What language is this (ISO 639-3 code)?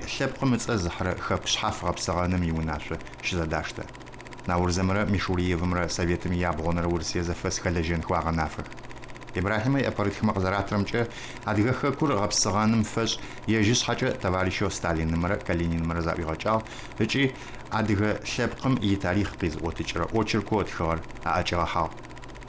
ady